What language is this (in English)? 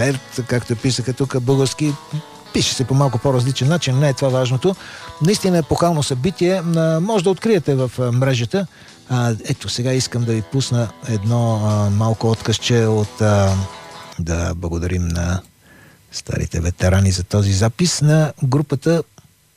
Bulgarian